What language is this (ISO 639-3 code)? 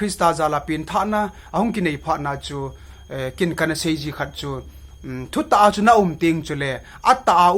tcz